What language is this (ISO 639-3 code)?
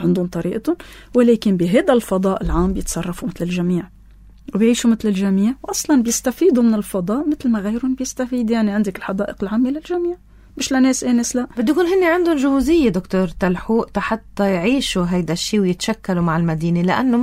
apc